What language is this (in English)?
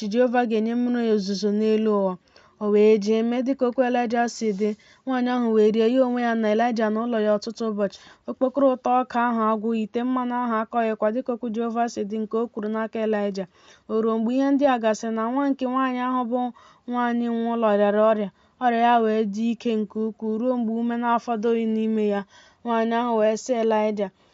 Igbo